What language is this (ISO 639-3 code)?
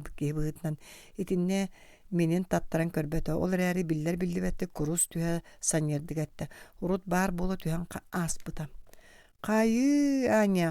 sah